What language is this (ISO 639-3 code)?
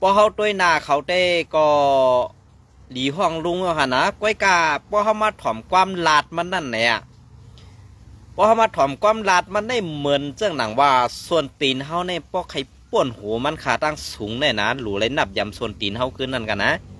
shn